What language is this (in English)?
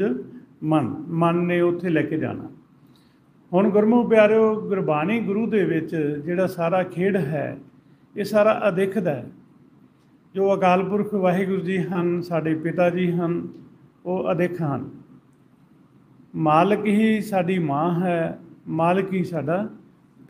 Punjabi